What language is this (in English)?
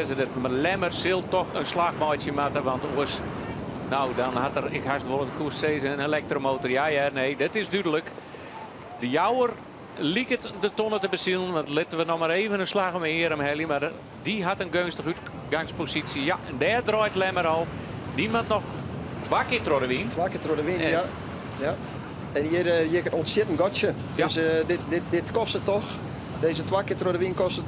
Western Frisian